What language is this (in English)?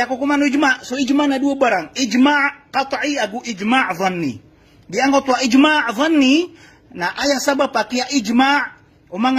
Maranao